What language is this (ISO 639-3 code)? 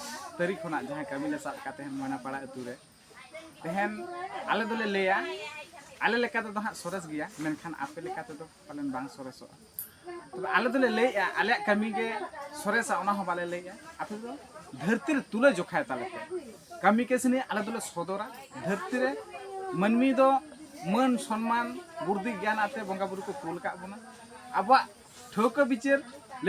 sat